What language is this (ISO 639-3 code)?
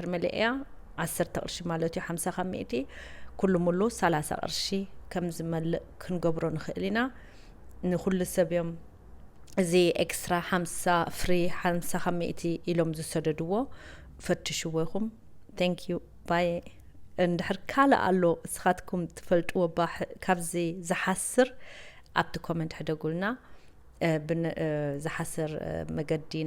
tir